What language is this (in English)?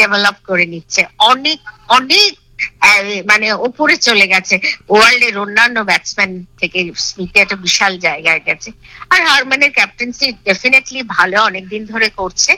Bangla